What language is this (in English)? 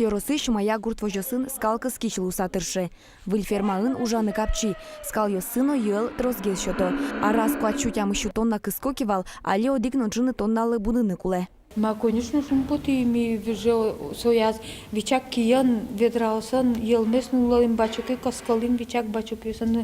Udmurt